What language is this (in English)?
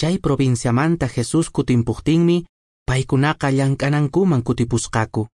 Quechua